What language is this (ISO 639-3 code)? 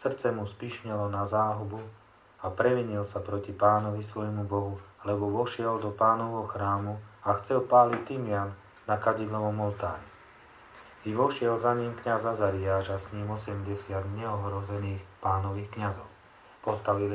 slk